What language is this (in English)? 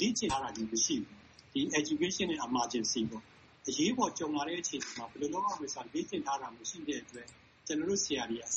Burmese